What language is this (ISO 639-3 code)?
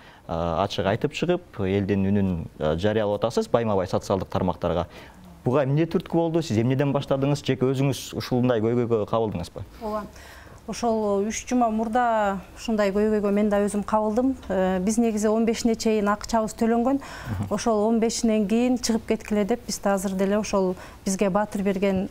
kir